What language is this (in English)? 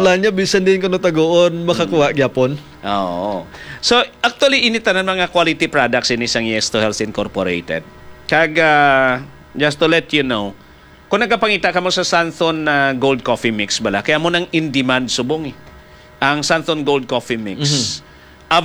Hiligaynon